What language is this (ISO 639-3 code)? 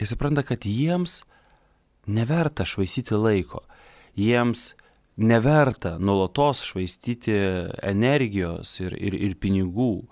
lit